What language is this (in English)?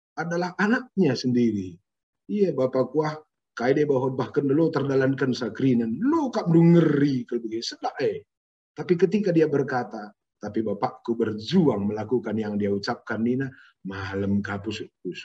Batak Karo